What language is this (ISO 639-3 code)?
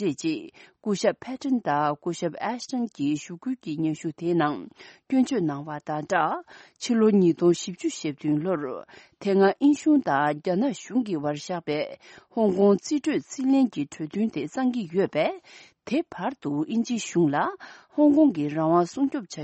bod